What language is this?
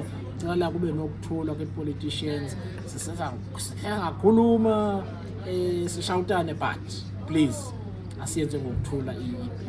Zulu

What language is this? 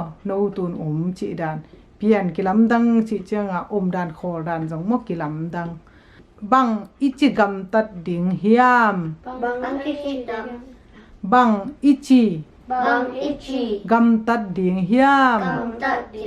Tedim Chin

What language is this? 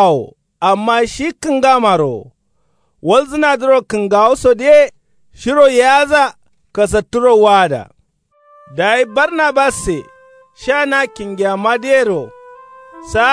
Kanuri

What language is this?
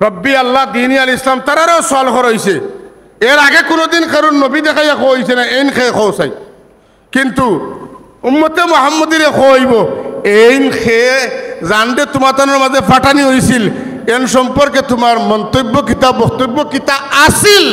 Sylheti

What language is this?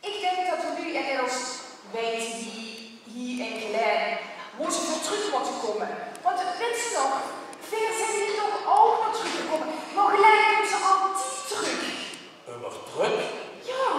Limburgish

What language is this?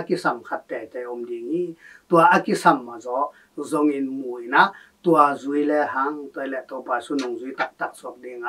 Tedim Chin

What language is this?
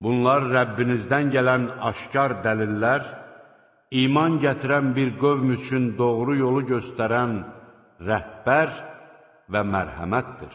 Azerbaijani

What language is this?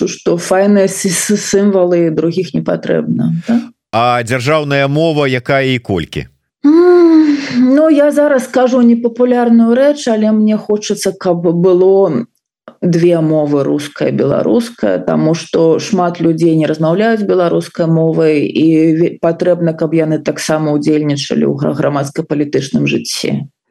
Belarusian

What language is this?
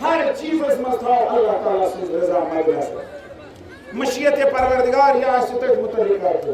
Kashmiri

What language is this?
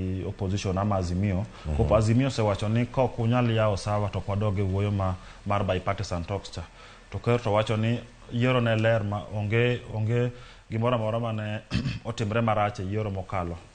Luo (Kenya and Tanzania)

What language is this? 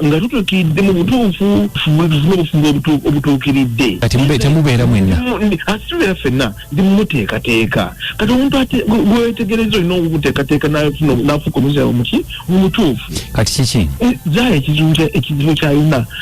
Ganda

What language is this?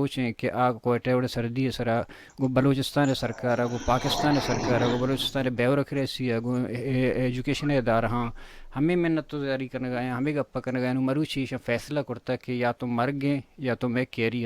Baluchi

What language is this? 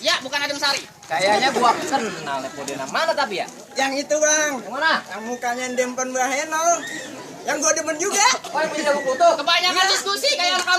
Betawi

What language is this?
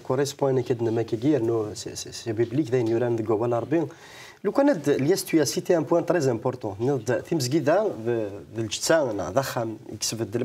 Kabyle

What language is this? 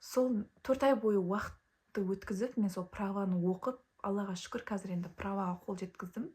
Kazakh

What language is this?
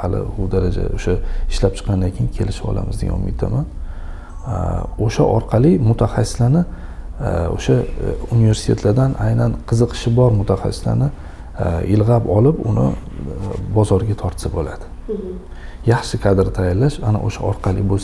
Uzbek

